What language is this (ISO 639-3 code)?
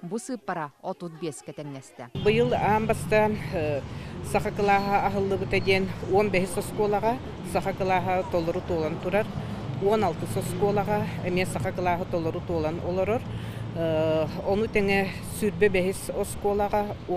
sah